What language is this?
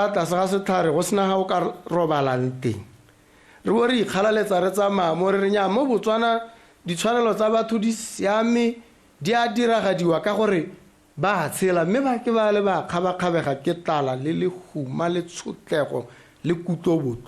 Tswana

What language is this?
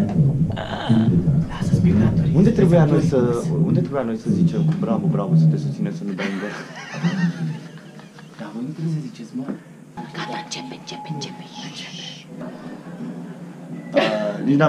Romanian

